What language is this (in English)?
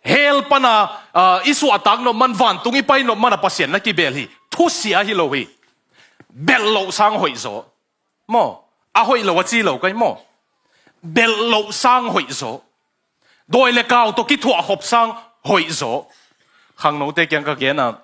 Tedim Chin